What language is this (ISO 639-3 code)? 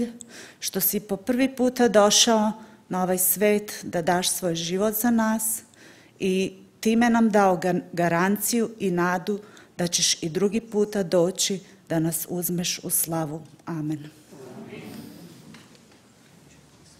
srp